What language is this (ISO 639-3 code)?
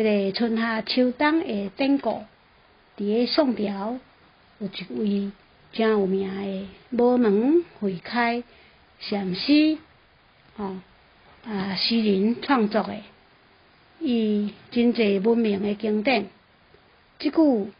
nan